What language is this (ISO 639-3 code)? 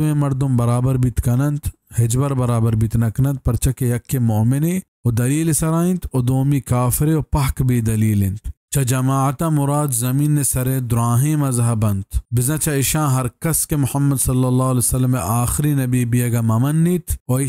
bal